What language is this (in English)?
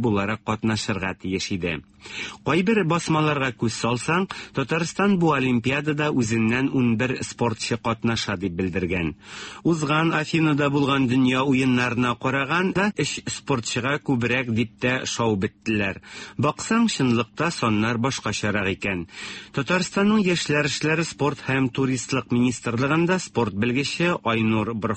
Tatar